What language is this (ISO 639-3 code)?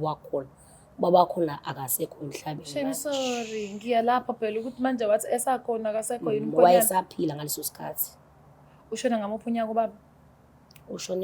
zul